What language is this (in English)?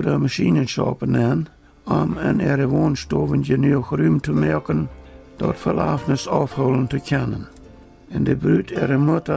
Plautdietsch